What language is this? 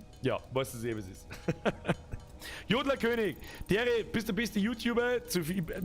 Bavarian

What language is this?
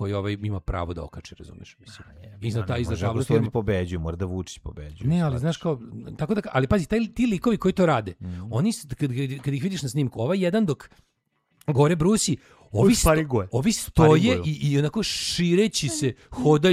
Serbian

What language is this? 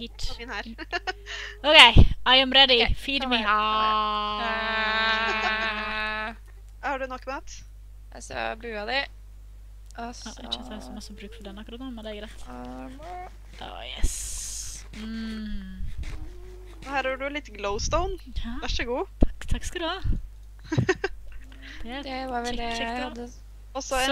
Norwegian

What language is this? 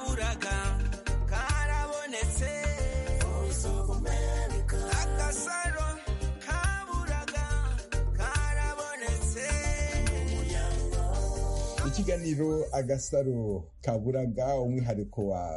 Kinyarwanda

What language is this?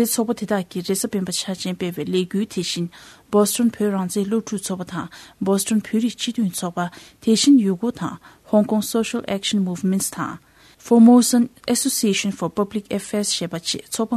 Tibetan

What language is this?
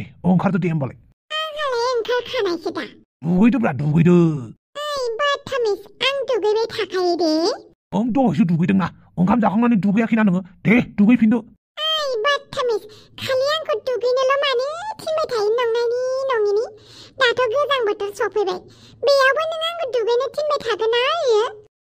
Bodo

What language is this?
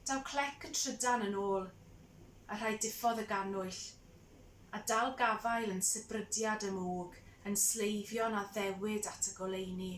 Welsh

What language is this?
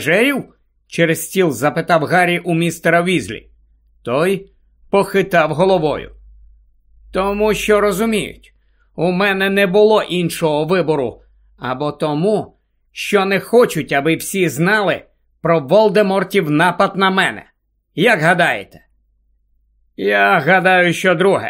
Ukrainian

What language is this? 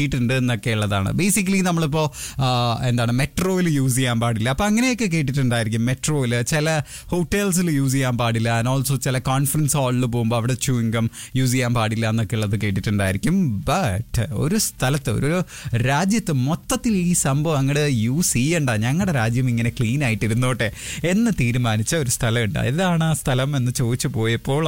Malayalam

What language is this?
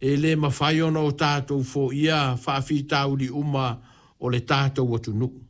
Samoan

